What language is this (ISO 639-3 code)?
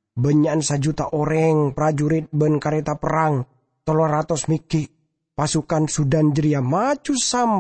mad